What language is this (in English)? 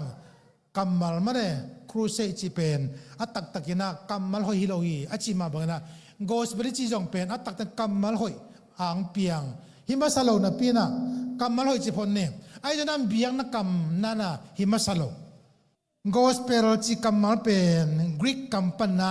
Tedim Chin